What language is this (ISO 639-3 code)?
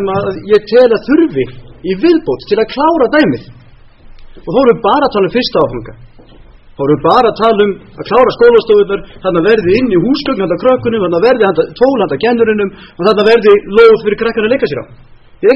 isl